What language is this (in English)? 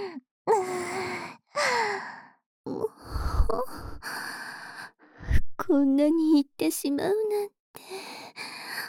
Japanese